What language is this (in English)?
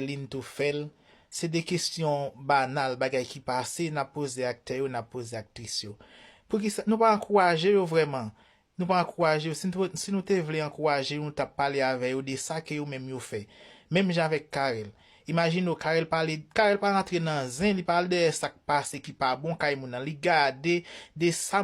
Haitian Creole